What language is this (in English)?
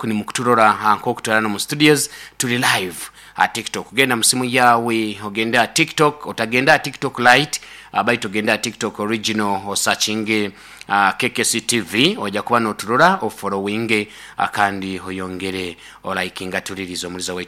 Nyoro